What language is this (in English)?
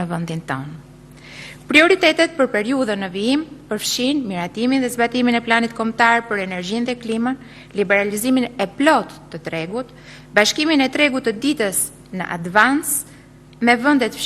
Albanian